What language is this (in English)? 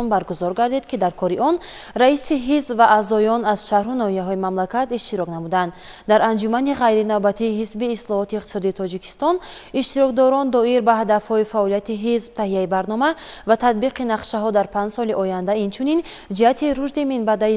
Tajik